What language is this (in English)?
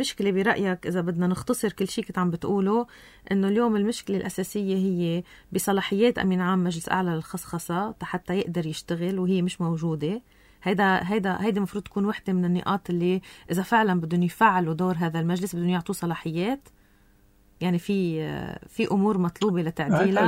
North Levantine Arabic